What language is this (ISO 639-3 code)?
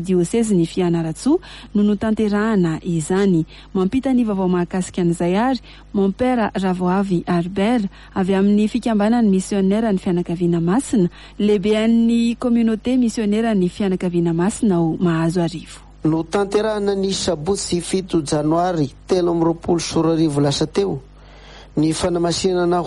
mlg